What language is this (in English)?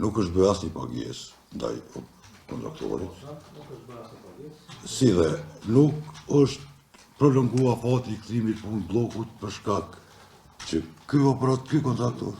Albanian